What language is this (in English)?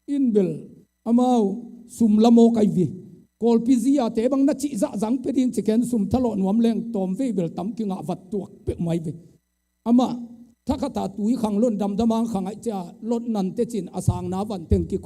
Tedim Chin